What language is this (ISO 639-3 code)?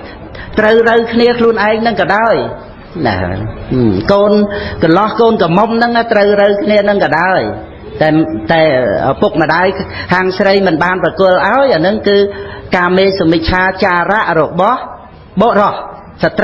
khm